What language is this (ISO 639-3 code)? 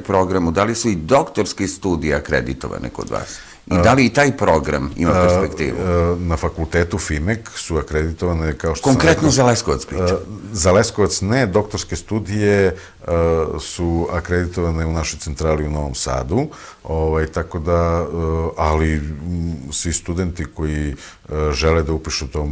srp